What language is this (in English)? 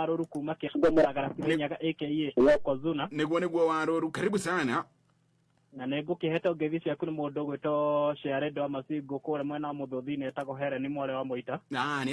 Kikuyu